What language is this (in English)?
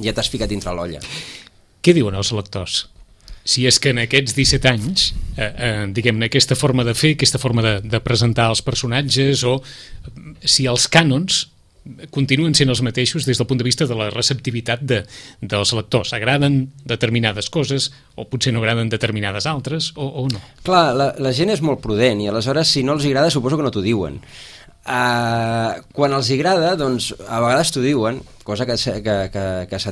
Catalan